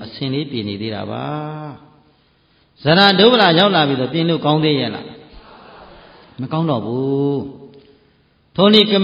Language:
Burmese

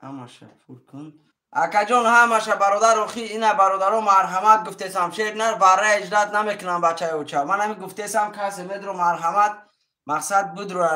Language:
Tajik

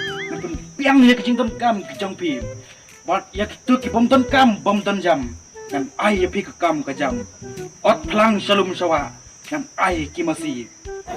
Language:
Khasi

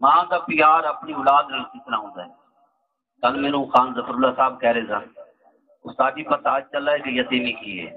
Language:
Saraiki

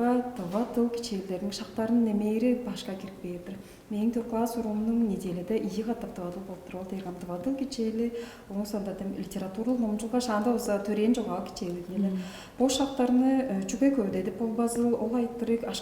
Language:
Tuvinian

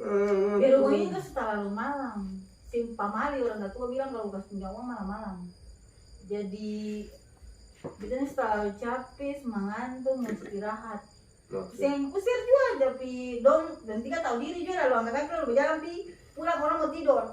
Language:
Ambonese Malay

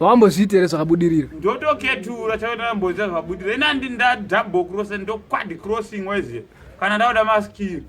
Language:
Shona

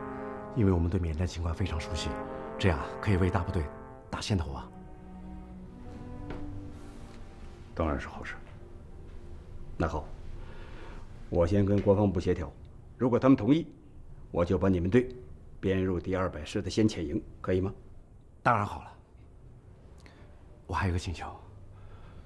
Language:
Chinese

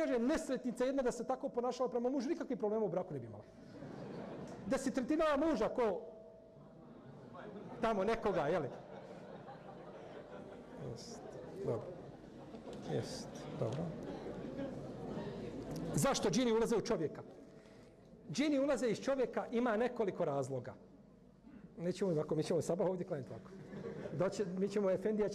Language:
Bosnian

